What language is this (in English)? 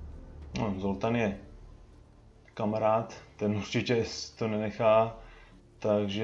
Czech